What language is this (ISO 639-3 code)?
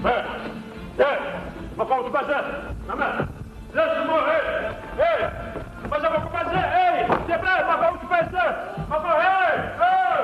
ady